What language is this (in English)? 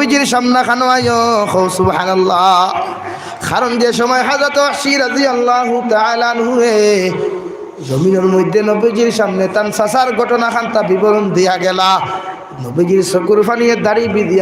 Sylheti